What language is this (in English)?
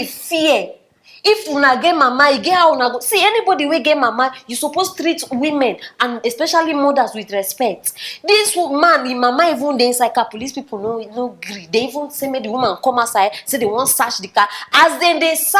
Nigerian Pidgin